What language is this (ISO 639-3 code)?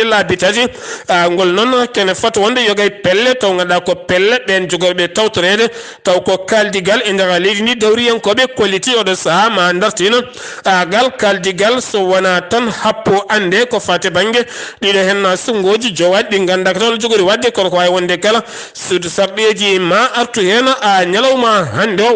ful